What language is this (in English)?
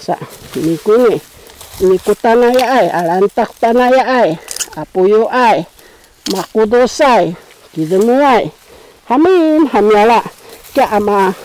Sakizaya